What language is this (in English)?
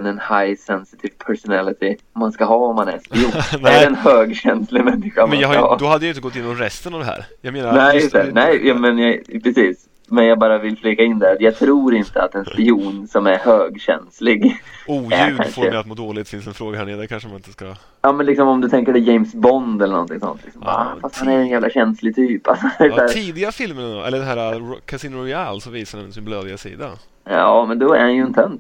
Swedish